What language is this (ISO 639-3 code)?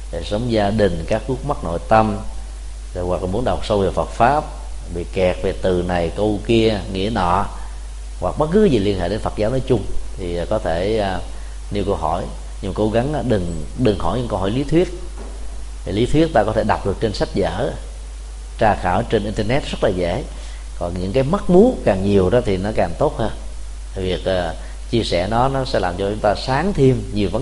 vie